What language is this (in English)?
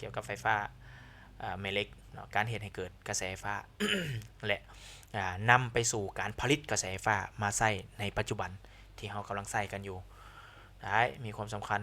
Lao